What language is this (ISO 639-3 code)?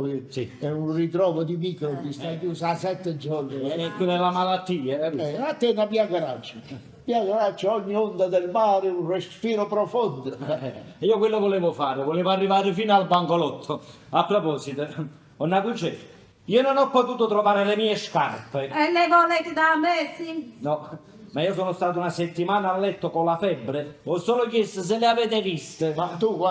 nap